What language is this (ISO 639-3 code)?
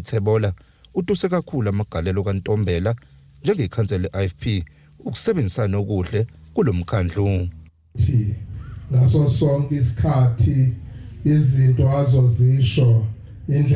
zul